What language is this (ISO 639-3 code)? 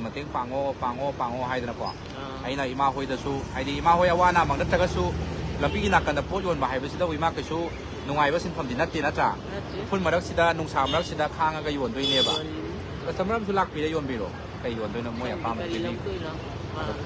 mni